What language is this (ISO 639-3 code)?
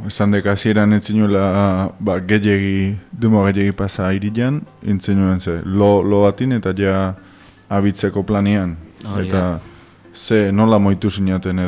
eus